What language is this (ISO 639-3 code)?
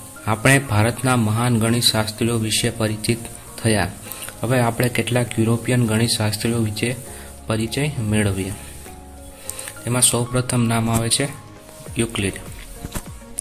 guj